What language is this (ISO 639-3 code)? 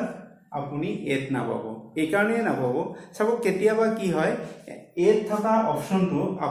asm